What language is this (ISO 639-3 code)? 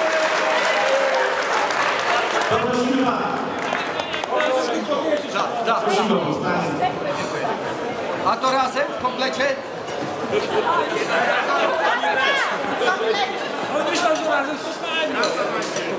pol